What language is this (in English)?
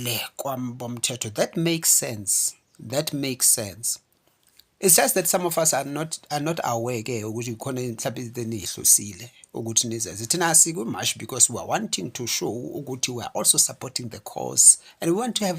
Zulu